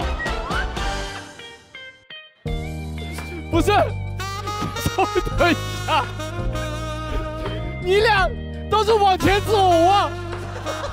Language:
Chinese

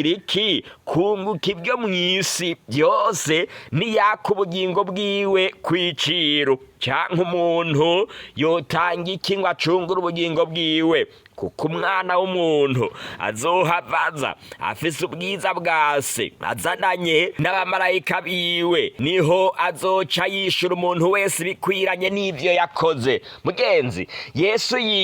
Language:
Rundi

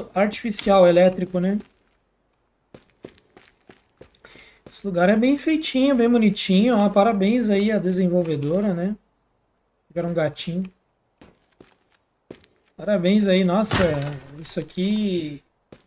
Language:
Portuguese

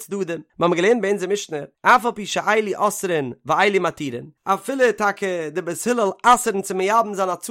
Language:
Yiddish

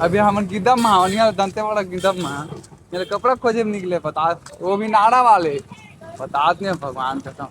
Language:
Chhattisgarhi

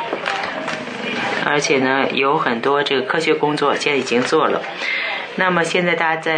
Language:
Chinese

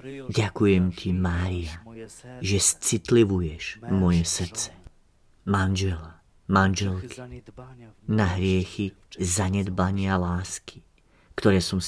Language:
Slovak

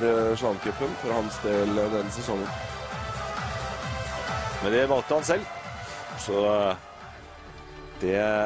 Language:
Norwegian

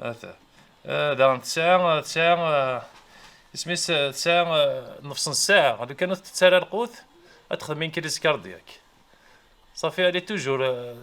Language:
Kabyle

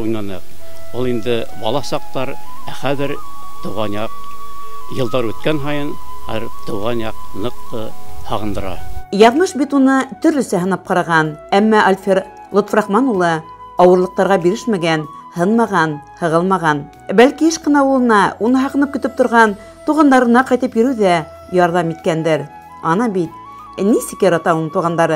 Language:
Bashkir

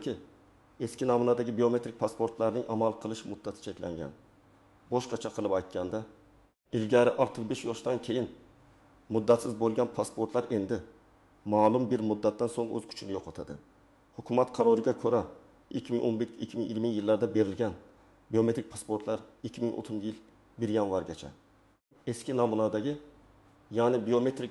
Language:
Uzbek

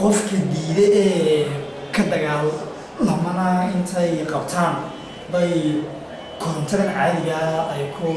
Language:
Somali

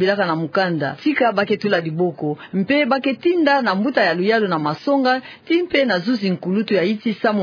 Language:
Kituba (Democratic Republic of Congo)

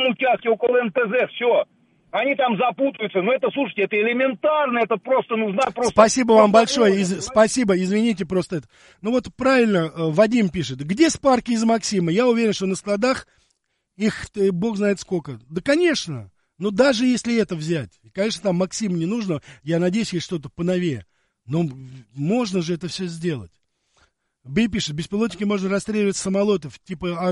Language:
Russian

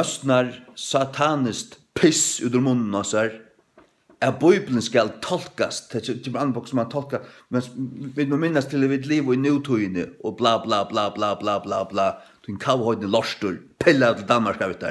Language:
Faroese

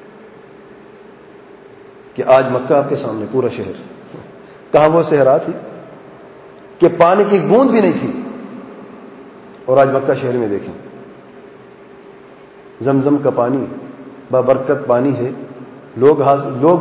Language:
Urdu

